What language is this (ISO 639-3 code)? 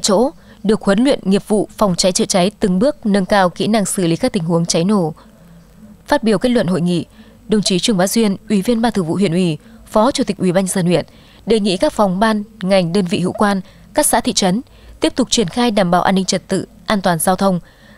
vie